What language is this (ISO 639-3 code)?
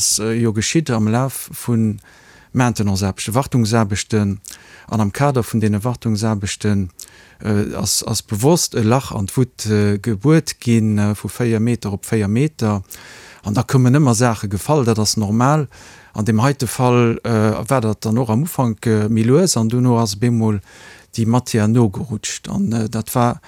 ltz